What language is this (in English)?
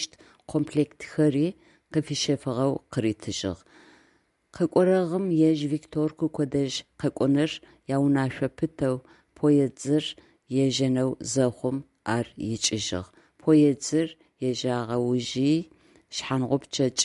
Adyghe